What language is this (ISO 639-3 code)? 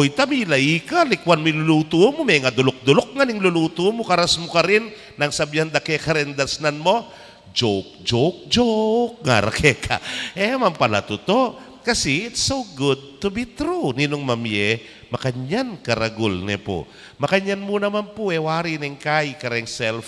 pam